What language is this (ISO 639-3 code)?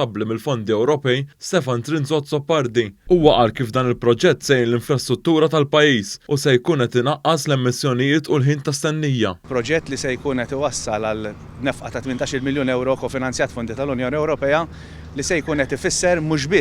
mlt